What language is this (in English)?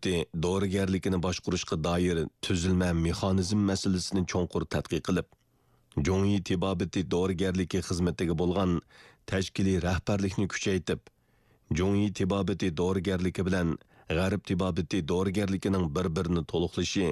Uyghur